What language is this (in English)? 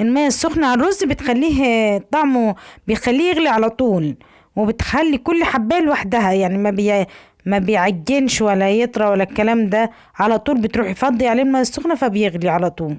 Egyptian Arabic